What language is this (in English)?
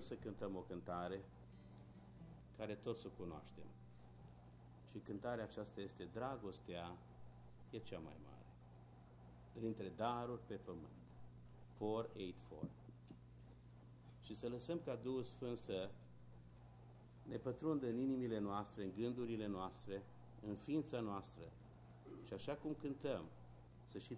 Romanian